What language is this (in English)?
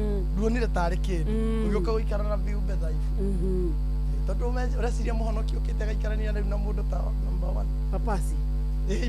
Kikuyu